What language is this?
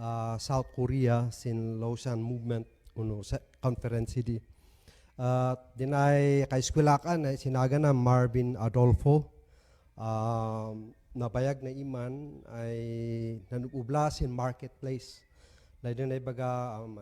Kankanaey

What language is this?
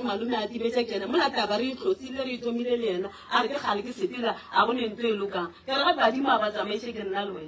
Northern Sotho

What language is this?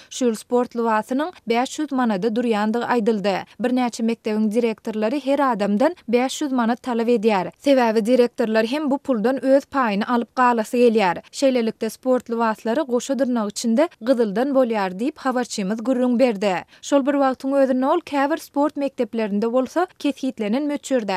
Turkmen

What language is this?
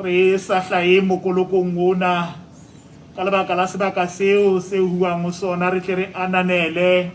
Southern Sotho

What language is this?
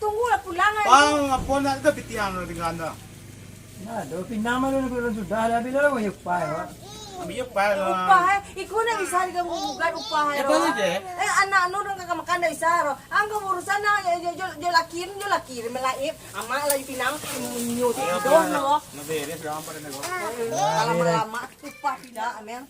Minangkabau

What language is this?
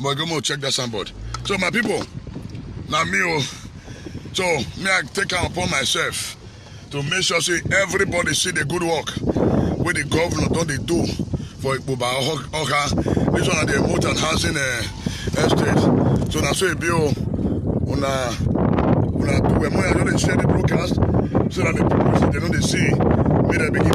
Nigerian Pidgin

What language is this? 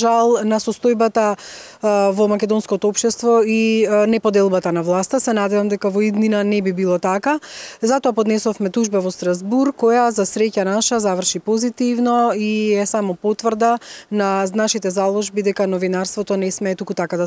Macedonian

